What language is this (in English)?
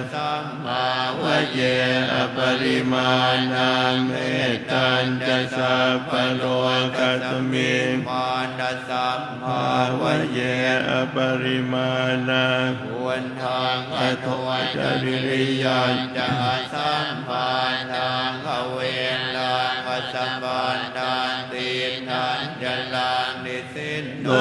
Pali